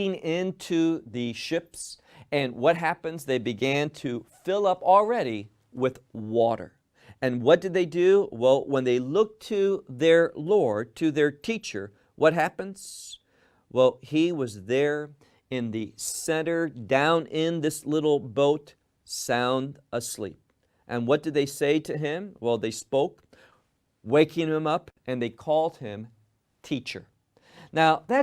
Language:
English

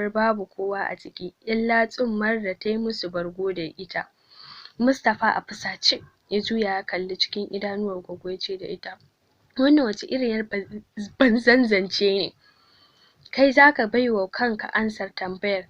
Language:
Hausa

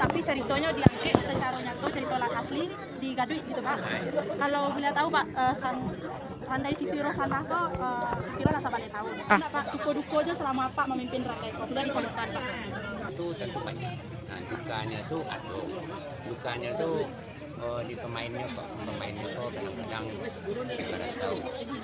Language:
Minangkabau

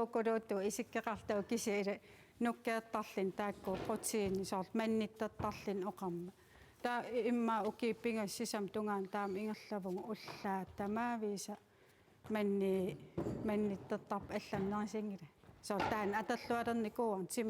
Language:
Kalaallisut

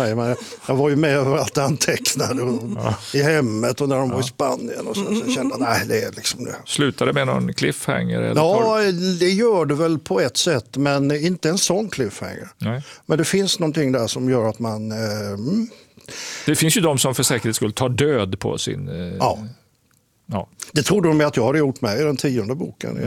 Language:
Swedish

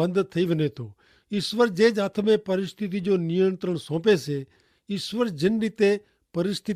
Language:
Kachhi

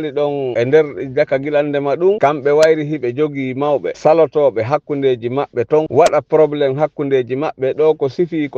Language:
Fula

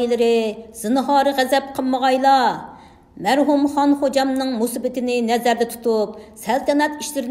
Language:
Uyghur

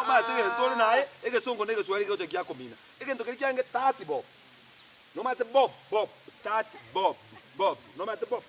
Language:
Gusii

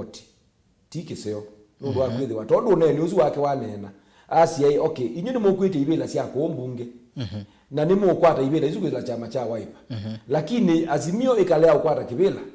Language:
Kamba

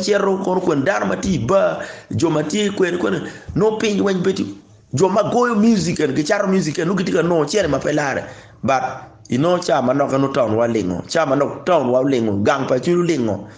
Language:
Acoli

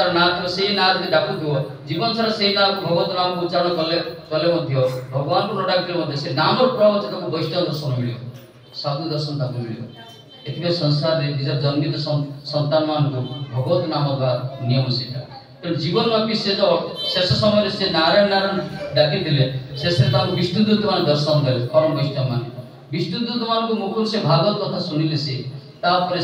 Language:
Odia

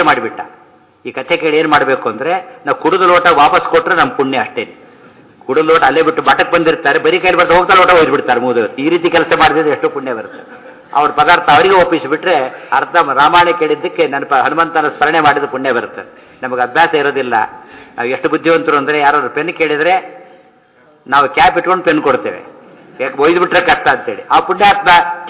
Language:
Kannada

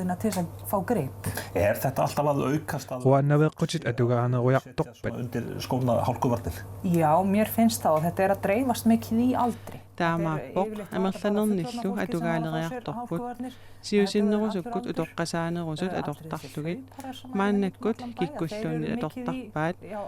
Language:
Kalaallisut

